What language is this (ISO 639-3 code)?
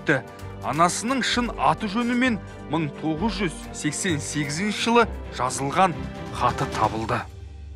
kaz